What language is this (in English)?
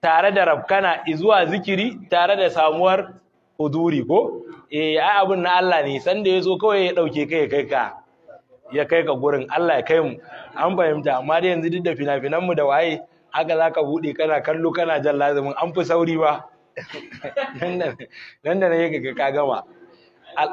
Hausa